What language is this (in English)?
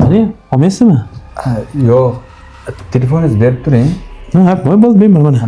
Uzbek